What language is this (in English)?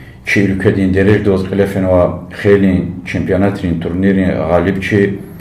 Lezghian